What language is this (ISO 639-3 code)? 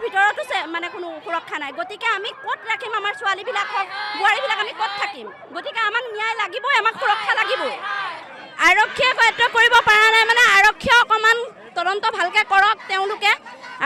asm